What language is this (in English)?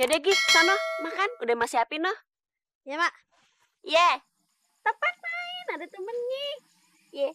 Betawi